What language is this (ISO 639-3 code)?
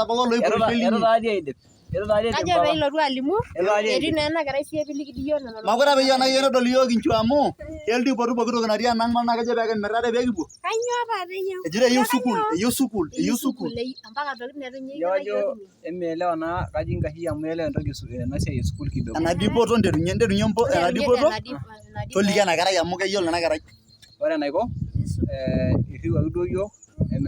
mas